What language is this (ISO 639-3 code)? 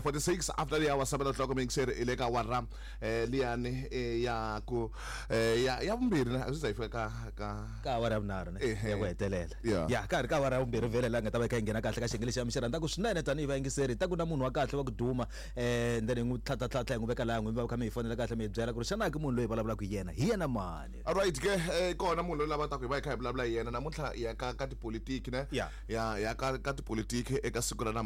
tso